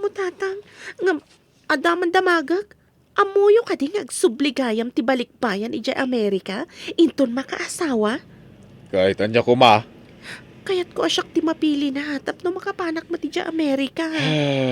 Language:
Iloko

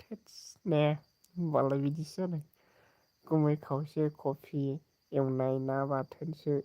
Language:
Bodo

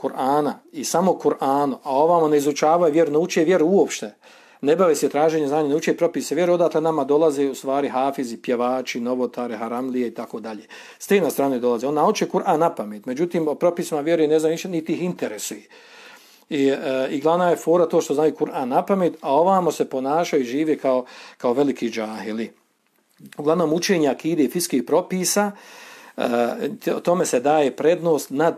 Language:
Bosnian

